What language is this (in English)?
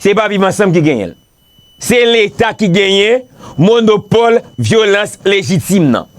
Haitian Creole